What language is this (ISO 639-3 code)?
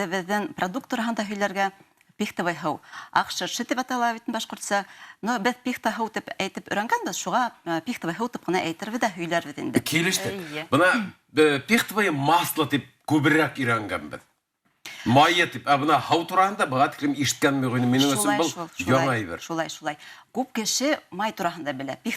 bak